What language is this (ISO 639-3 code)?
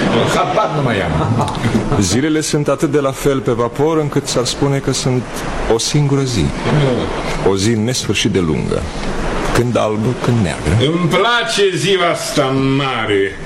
ron